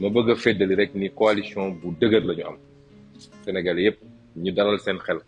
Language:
Wolof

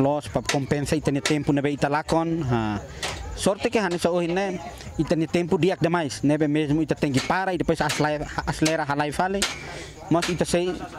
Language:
Tetum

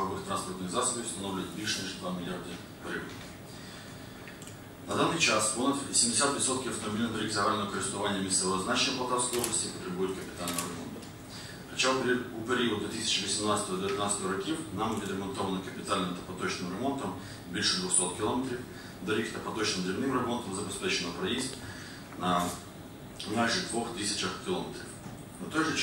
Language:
Ukrainian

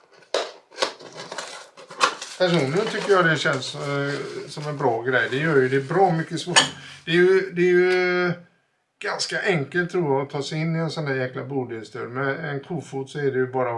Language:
Swedish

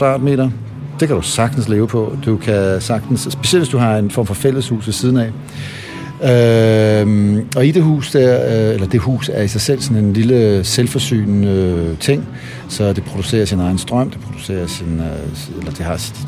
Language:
Danish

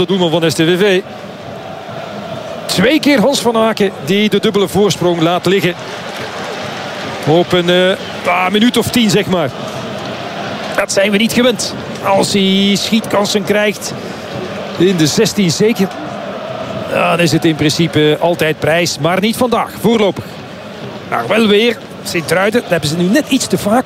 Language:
Dutch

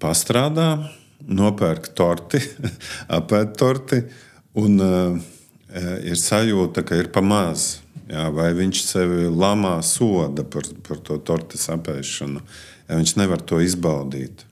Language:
Latvian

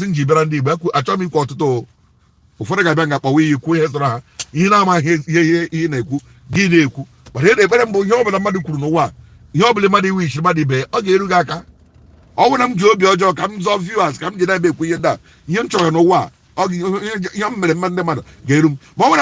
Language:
Igbo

